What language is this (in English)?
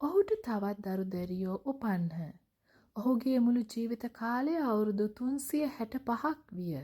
Sinhala